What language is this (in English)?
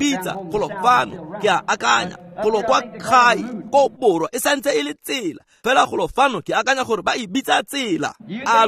Tswana